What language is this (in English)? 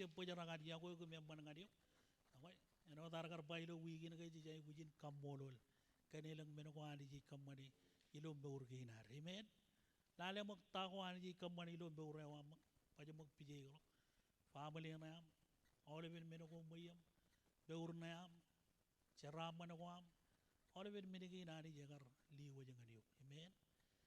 Marshallese